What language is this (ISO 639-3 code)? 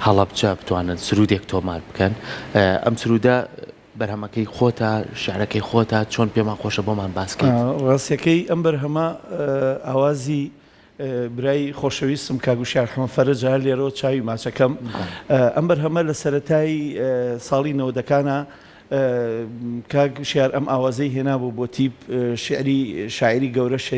ckb